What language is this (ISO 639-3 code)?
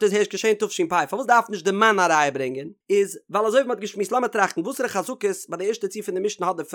yid